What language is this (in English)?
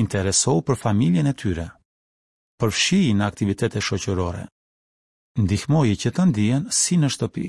Albanian